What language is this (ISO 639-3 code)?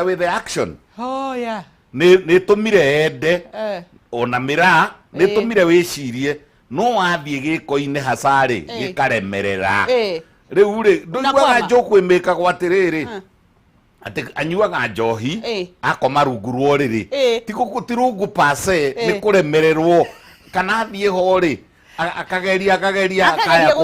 kik